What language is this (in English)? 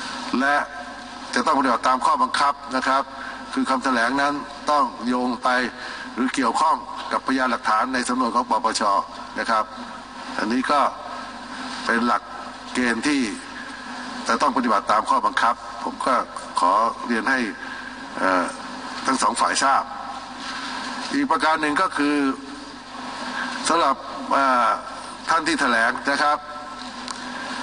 Thai